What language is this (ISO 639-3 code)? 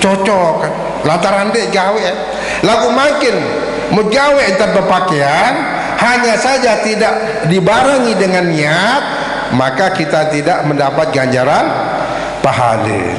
sas